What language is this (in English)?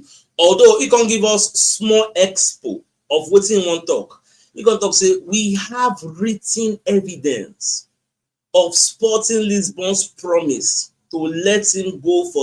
Nigerian Pidgin